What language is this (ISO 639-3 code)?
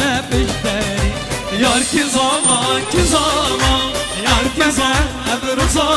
fas